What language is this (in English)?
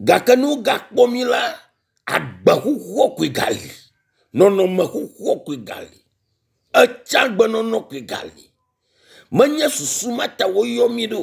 Ewe